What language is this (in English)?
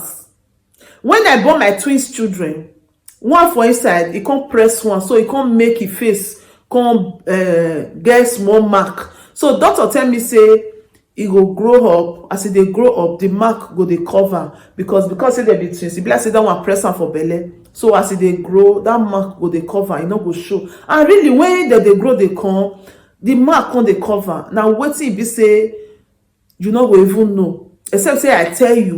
Nigerian Pidgin